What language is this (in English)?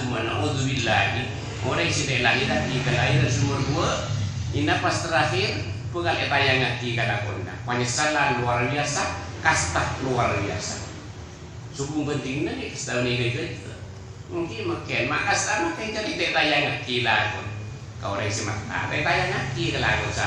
Madurese